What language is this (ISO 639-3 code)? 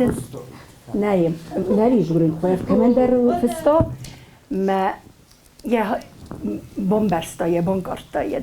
oss